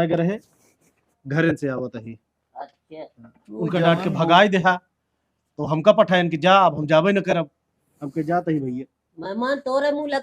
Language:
Awadhi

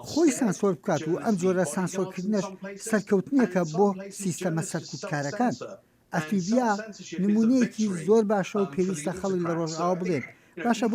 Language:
Central Kurdish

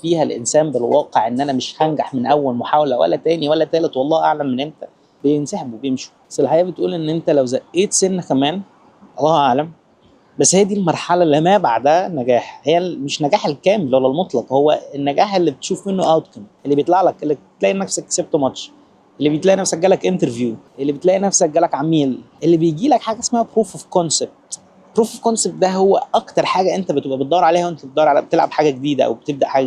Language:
Egyptian Arabic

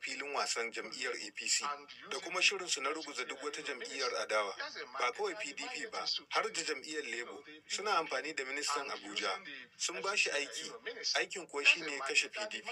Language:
Hausa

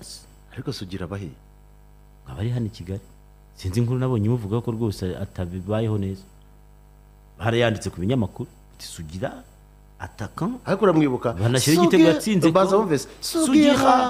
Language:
Kinyarwanda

